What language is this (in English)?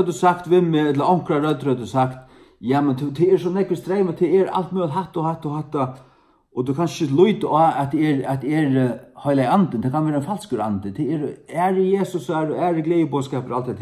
Faroese